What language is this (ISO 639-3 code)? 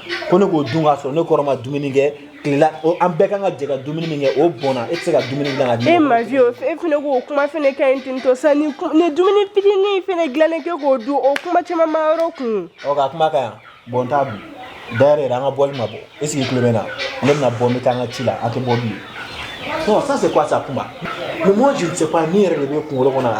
bam